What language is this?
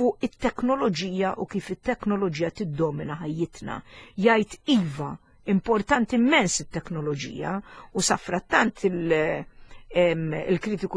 Maltese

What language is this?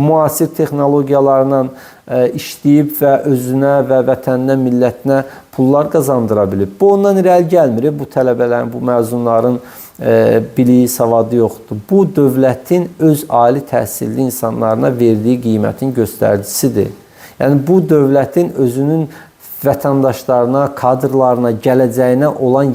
Azerbaijani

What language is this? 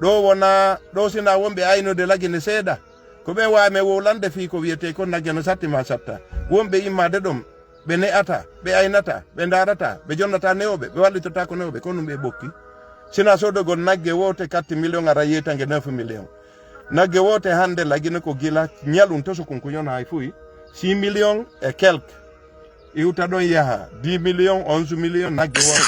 Fula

